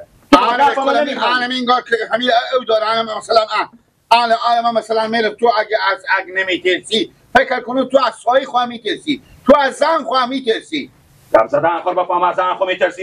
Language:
Persian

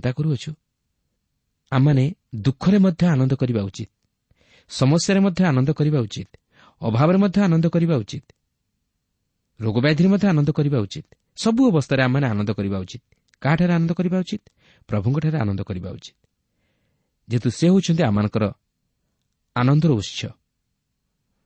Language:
Odia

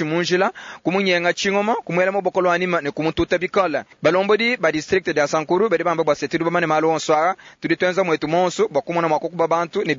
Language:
Luba-Lulua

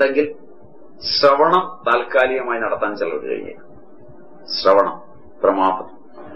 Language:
Malayalam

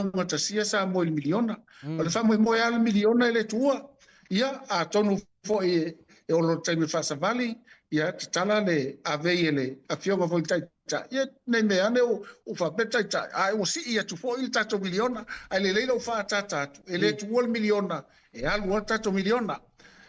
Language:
Samoan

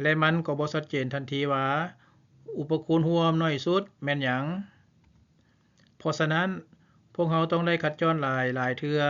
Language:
Lao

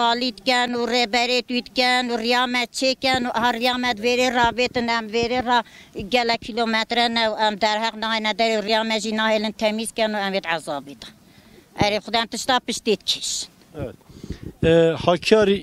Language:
Kurdish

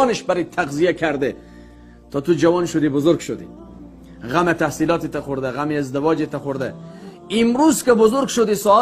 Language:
Tajik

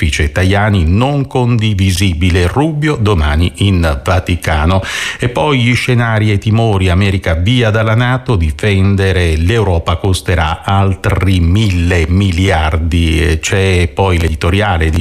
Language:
Italian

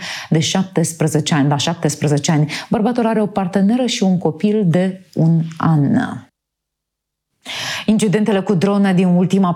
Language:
Romanian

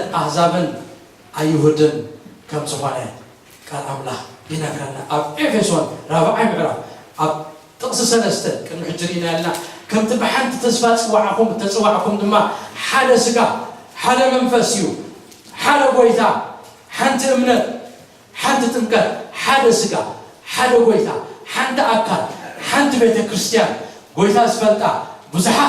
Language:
Tigrinya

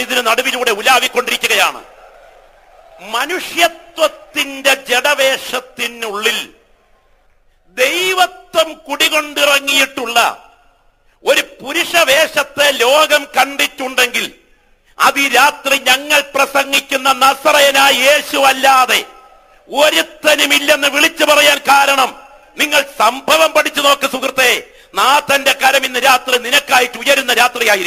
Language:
Malayalam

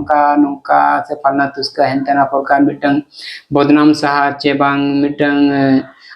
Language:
Santali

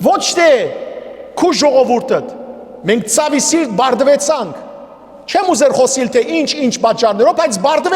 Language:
Western Armenian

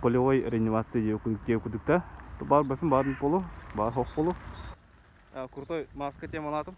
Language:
Yakut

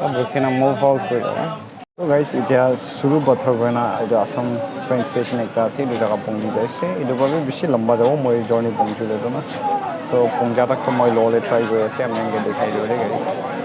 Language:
Naga Pidgin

